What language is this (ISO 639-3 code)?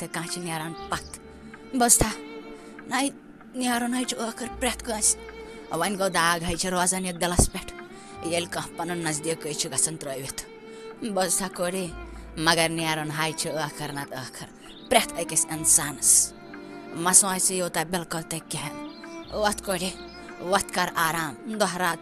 kas